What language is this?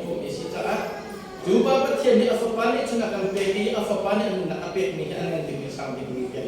Hakha Chin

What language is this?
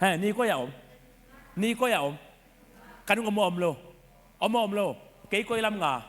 Tedim Chin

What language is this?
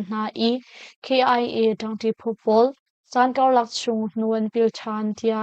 Hakha Chin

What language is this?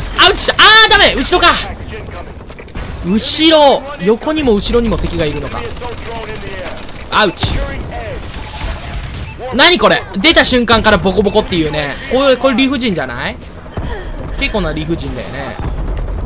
Japanese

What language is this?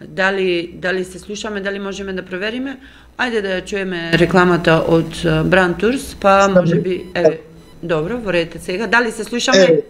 Macedonian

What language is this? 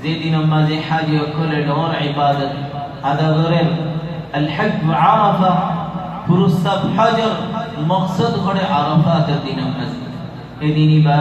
Rohingya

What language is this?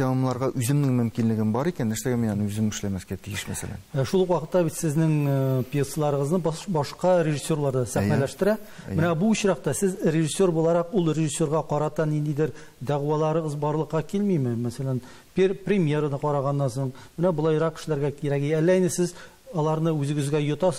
Tatar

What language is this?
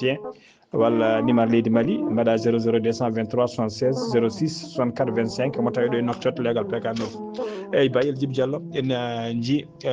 Fula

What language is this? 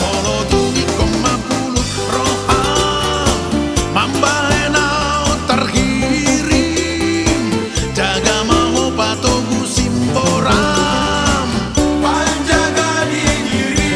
Batak Toba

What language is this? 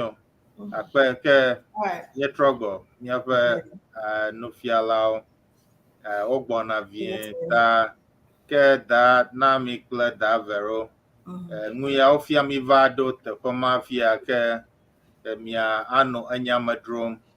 Ewe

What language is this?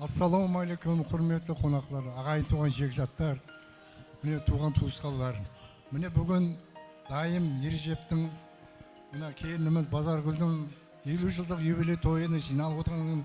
Kara-Kalpak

